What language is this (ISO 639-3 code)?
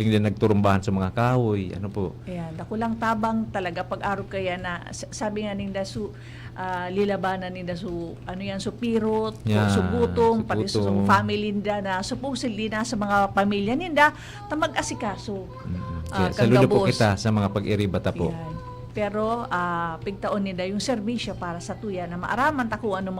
bik